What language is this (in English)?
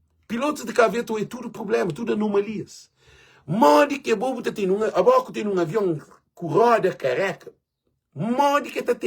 Kabuverdianu